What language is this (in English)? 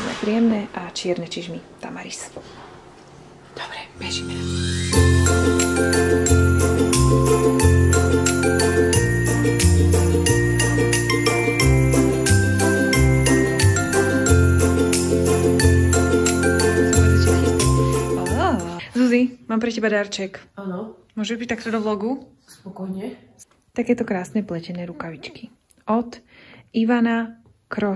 Slovak